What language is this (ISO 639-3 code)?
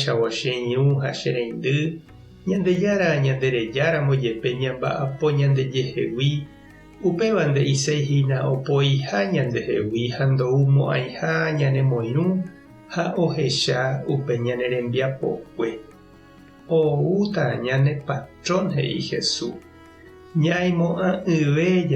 grn